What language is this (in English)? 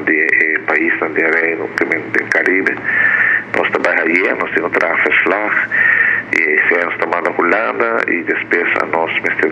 Papiamento